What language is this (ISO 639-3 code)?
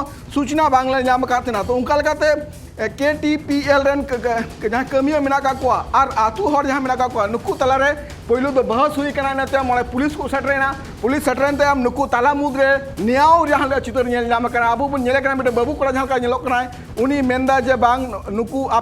sat